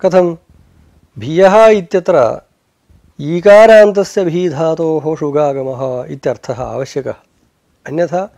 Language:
Sanskrit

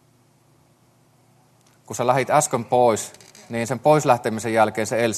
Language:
Finnish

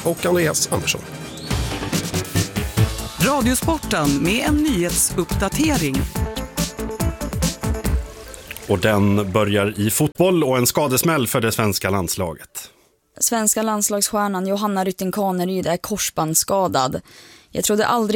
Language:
Swedish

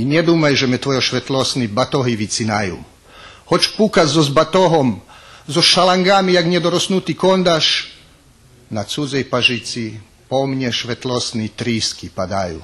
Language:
Rusyn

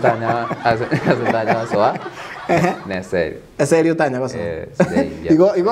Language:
Gusii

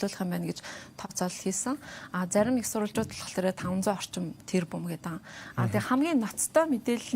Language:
Mongolian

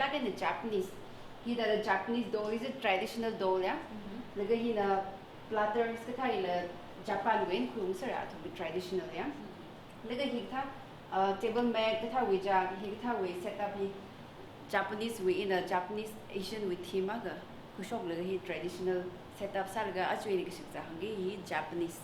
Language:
Tangkhul Naga (India)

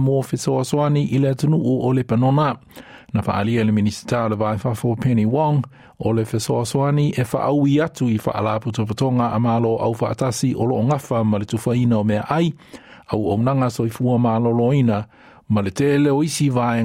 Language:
Samoan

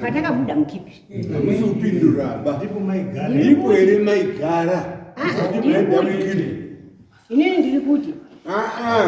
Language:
Shona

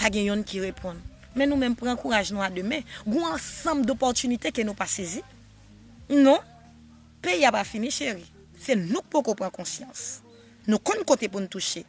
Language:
Haitian Creole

